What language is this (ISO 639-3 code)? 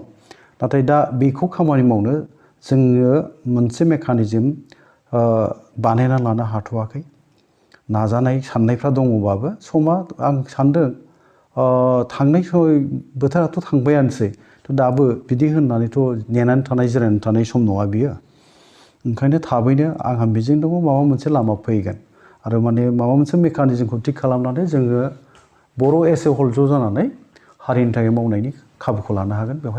brx